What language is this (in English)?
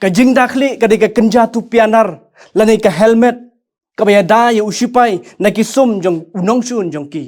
Khasi